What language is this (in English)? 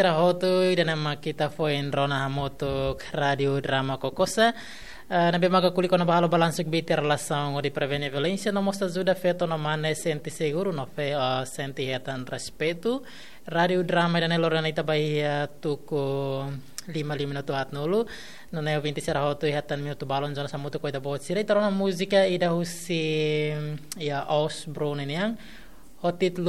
Tetum